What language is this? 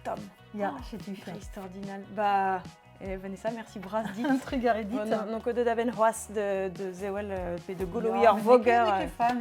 Breton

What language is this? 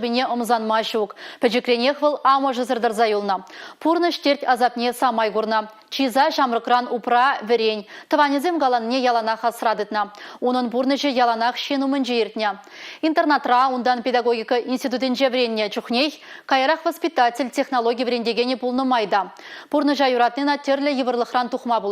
Chuvash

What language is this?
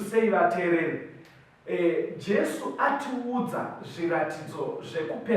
Shona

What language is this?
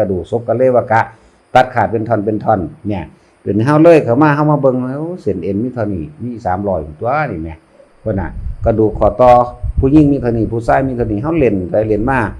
Northeastern Thai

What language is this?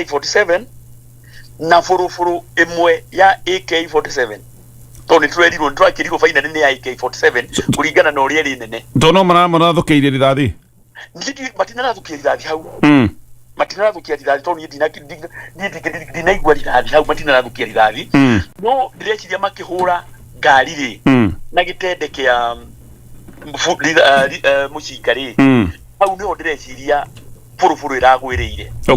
Kikuyu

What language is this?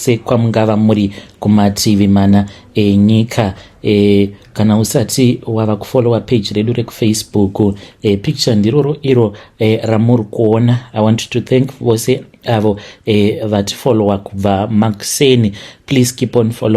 Shona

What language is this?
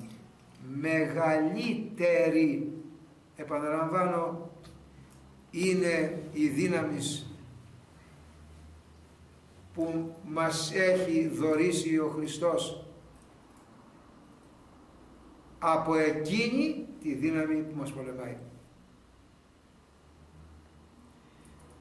Greek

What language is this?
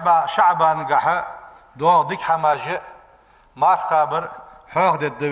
Ingush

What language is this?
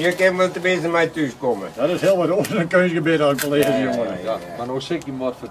Western Frisian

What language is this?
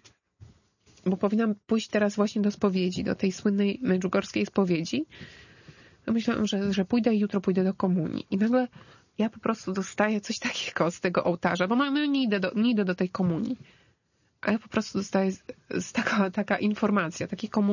Polish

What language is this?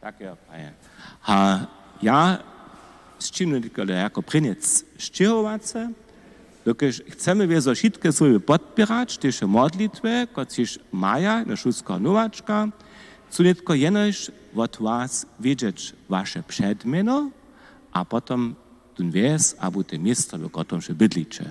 Upper Sorbian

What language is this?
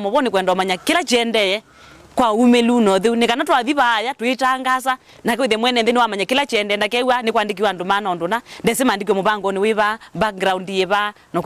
Kamba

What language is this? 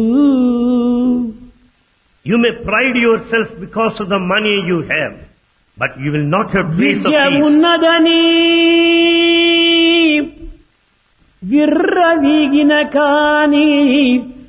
Telugu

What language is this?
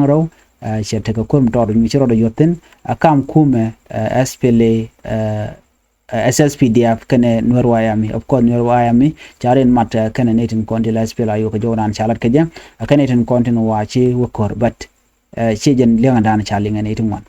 Nuer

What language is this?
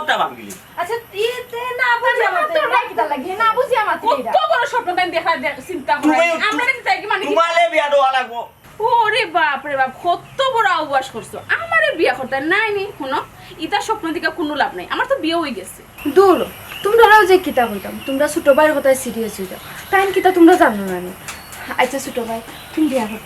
Sylheti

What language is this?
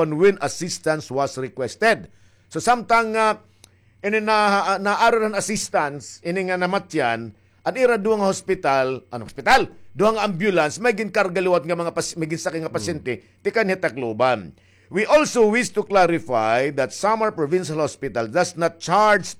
Waray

